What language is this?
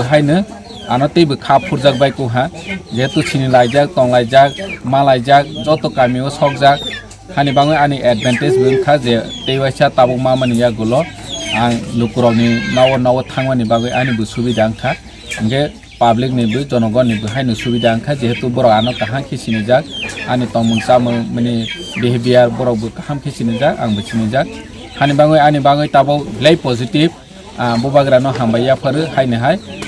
Kok Borok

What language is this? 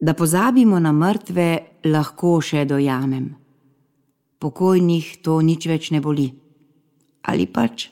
Slovenian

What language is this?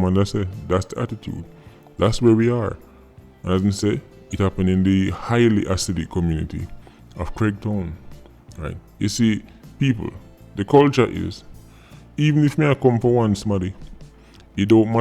Jamaican Creole English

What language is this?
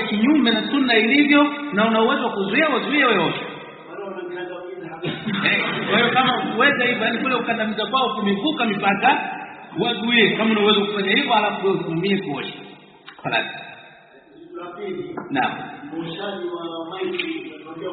Swahili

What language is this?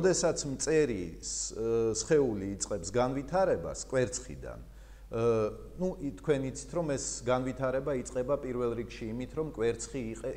Georgian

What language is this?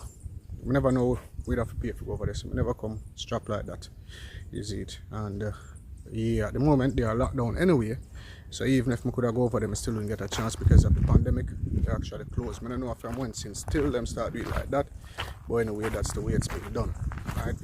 Jamaican Creole English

